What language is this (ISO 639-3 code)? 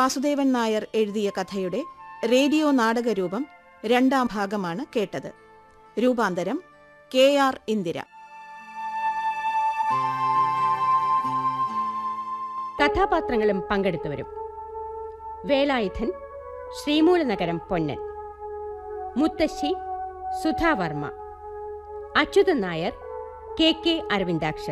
mal